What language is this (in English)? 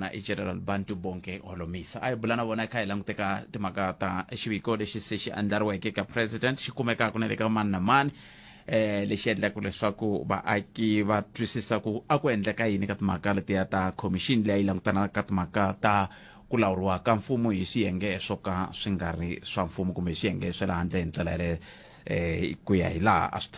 Tsonga